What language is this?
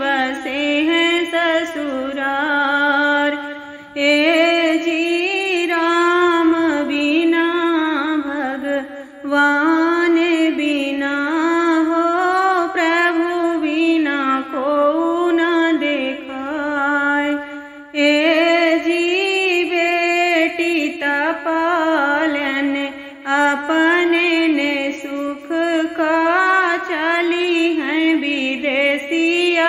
Bhojpuri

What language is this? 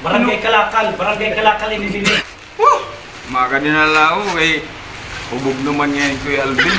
Waray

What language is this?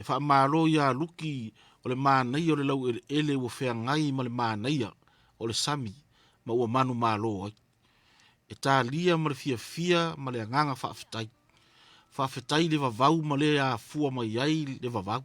Samoan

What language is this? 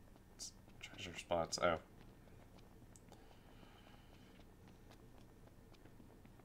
English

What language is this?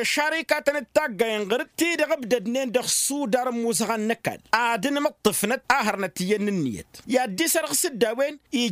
Tamasheq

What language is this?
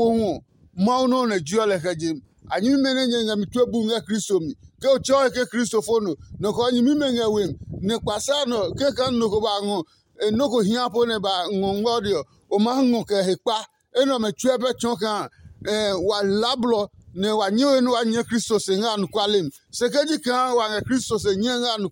Adangme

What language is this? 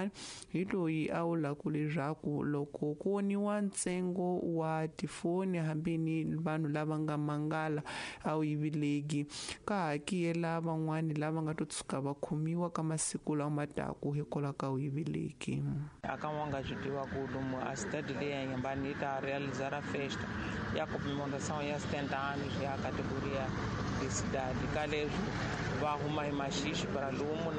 Tsonga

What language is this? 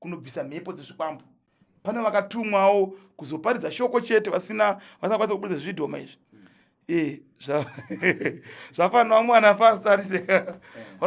Shona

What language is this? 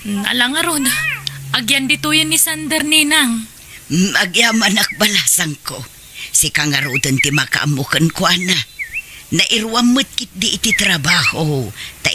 Iloko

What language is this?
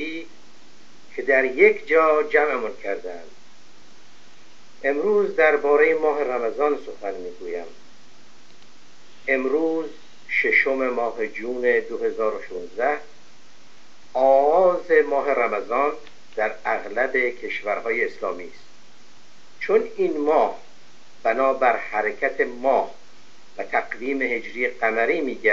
Persian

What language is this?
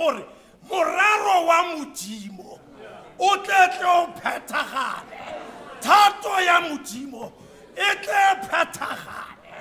Tswana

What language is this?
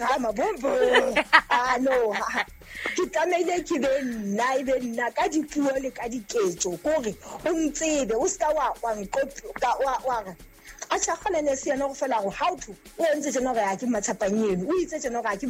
Southern Sotho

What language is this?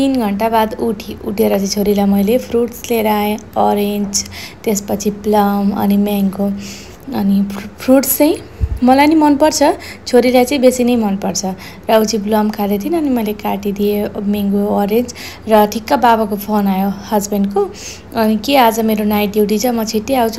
Nepali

